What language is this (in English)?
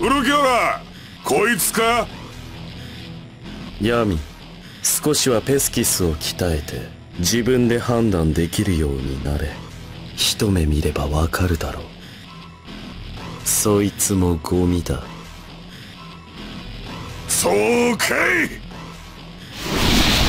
Japanese